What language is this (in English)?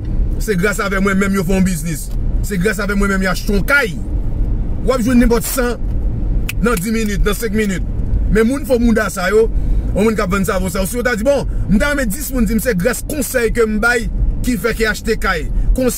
Haitian Creole